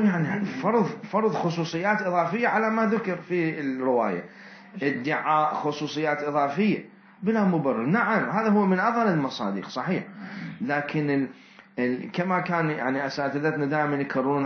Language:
Mesopotamian Arabic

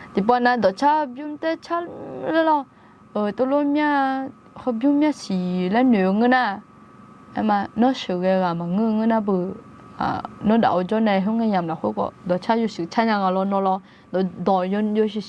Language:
Akha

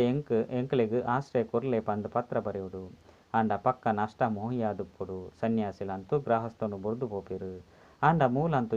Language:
Tulu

